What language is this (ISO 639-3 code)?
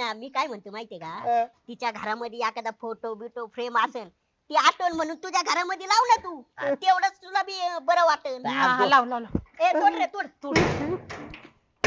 mar